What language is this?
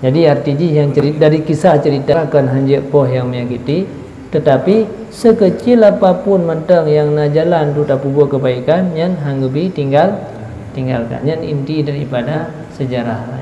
Achinese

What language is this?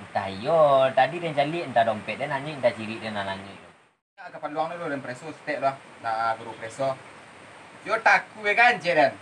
Minangkabau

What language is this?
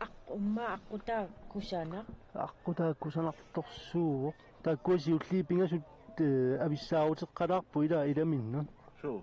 Kalaallisut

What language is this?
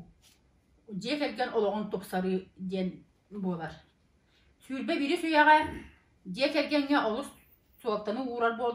Yakut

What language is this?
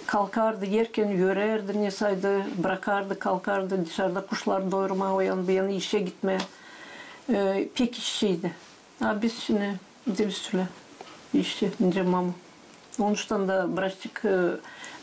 Gagauz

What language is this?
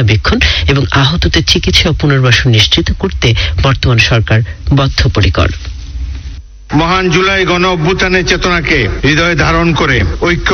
Bangla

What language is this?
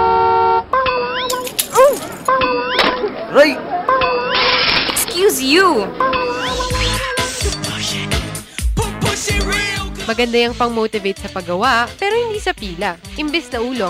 Filipino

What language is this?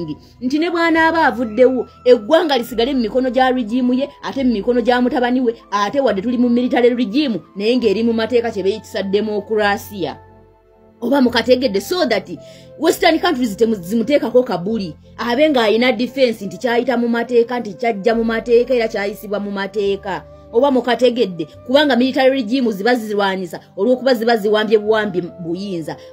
Ganda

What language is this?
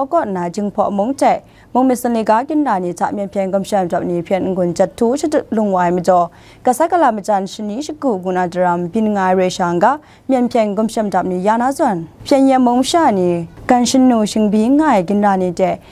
Kachin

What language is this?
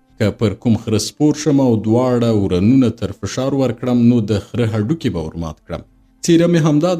Pashto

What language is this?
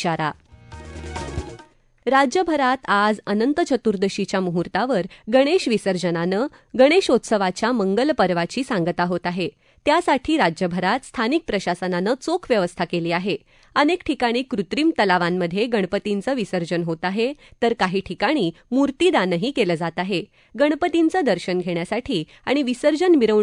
Marathi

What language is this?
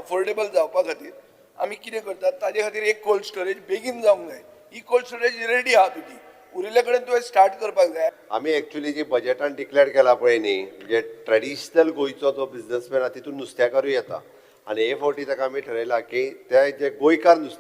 Konkani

